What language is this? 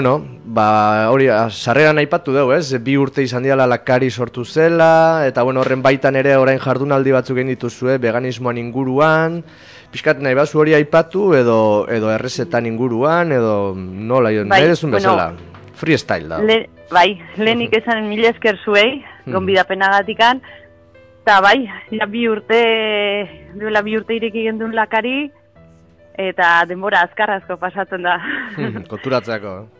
Basque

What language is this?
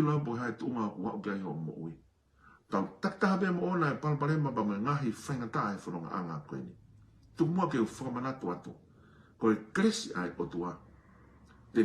Tongan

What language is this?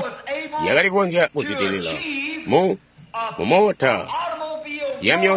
Tonga (Zambia)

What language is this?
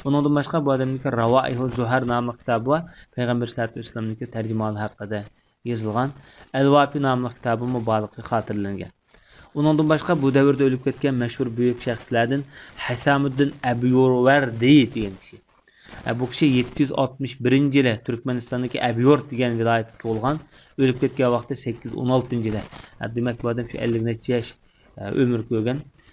Uyghur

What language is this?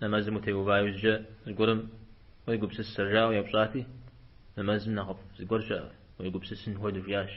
Kabardian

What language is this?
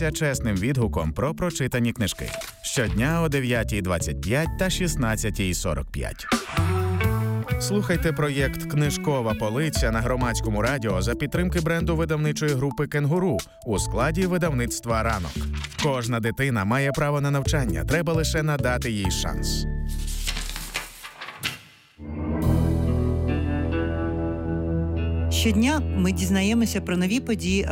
Ukrainian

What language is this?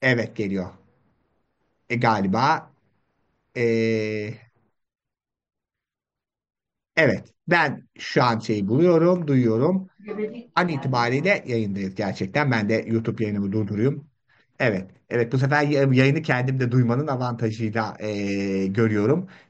Turkish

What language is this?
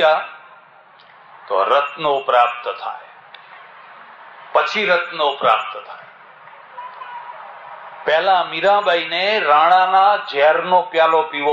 Gujarati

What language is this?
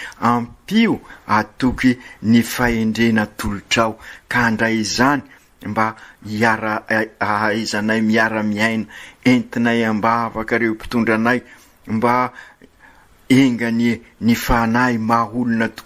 Malagasy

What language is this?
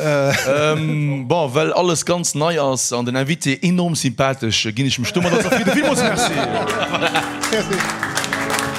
Luxembourgish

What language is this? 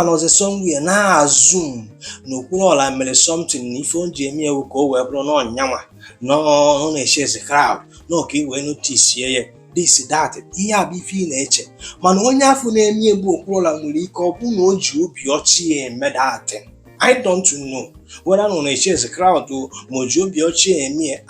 Igbo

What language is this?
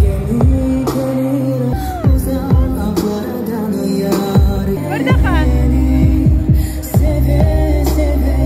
Crimean Tatar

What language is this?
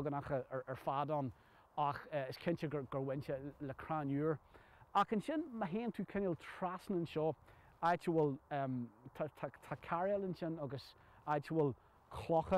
Irish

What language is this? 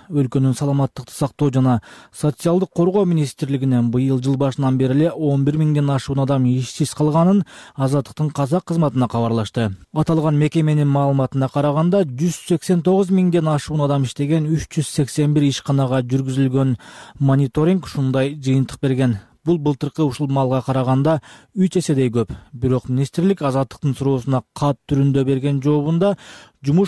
Kyrgyz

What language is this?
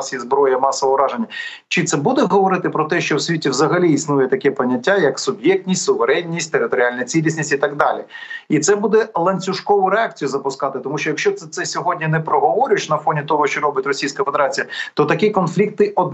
Ukrainian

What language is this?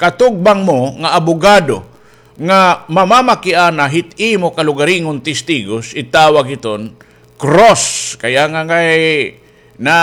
Waray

